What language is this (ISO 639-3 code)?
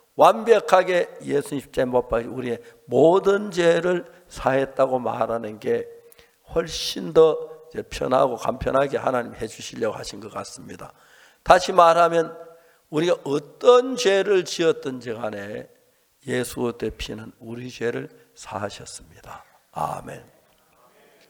kor